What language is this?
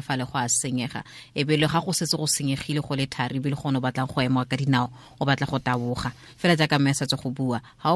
Tswana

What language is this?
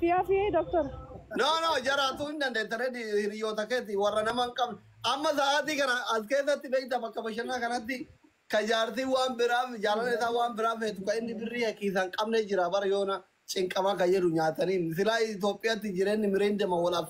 Oromo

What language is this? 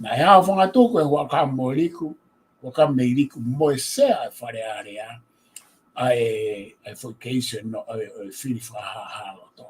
Tongan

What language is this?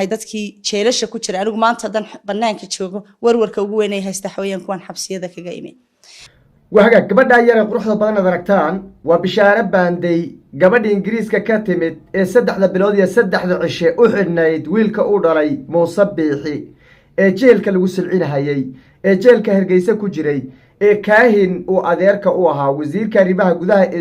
Somali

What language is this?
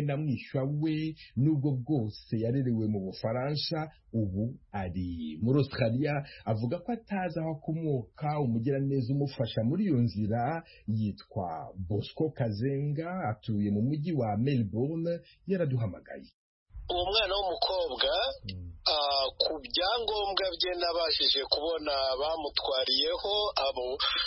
Kinyarwanda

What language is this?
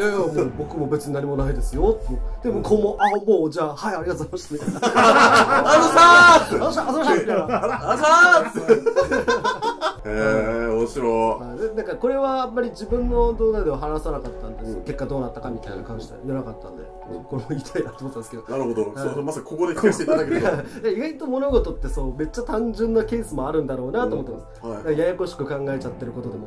Japanese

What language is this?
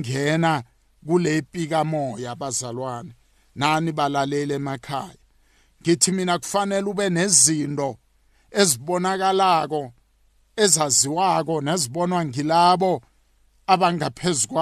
South Ndebele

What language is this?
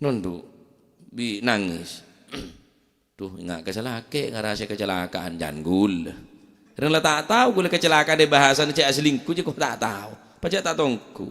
Madurese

